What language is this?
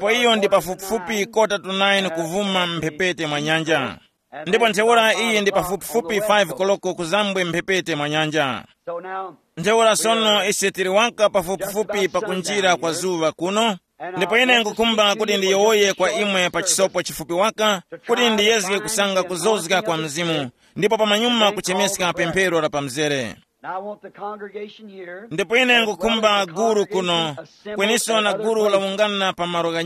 Tumbuka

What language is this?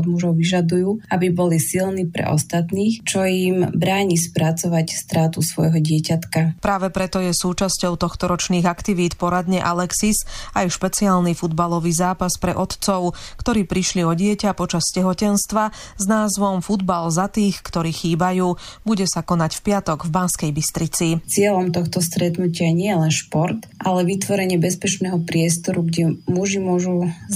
Slovak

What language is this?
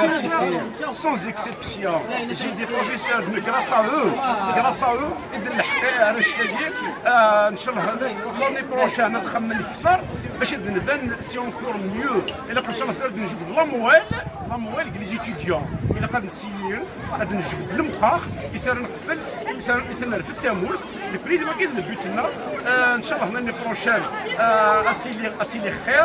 Kabyle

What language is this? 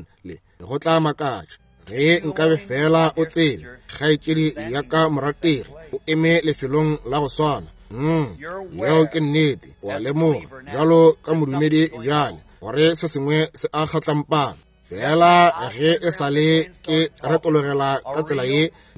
Northern Sotho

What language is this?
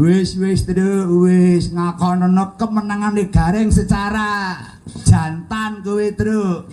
Javanese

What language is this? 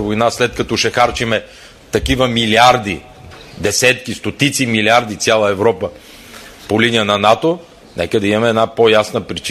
Bulgarian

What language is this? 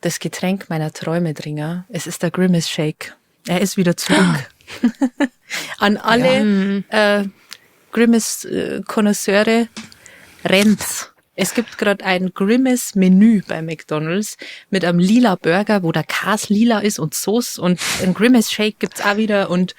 Bavarian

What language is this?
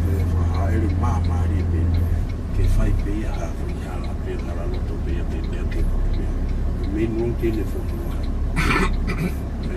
Tongan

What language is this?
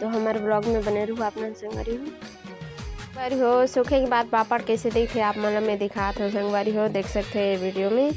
Chhattisgarhi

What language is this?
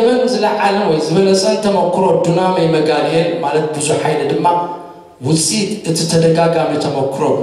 Tigrinya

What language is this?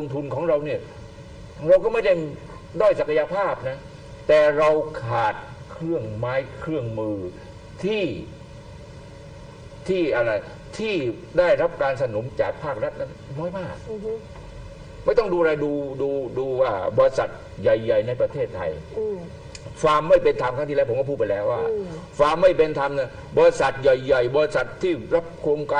Thai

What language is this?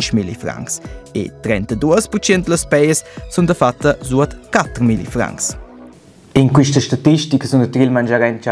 Romansh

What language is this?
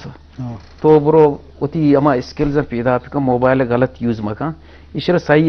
Eastern Balochi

